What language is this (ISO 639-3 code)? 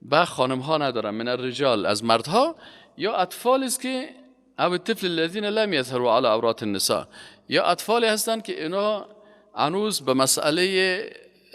fas